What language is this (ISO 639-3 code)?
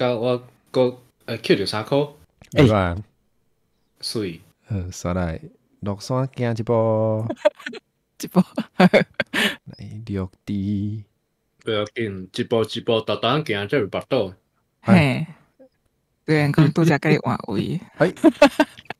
nan